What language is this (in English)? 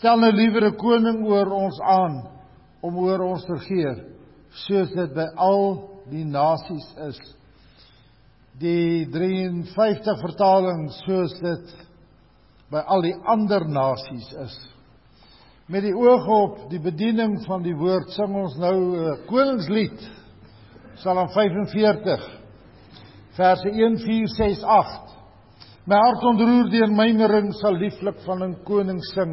Afrikaans